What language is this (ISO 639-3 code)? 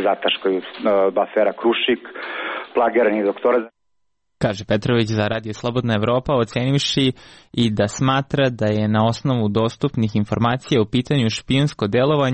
srp